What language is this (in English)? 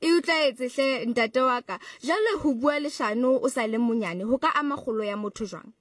Southern Sotho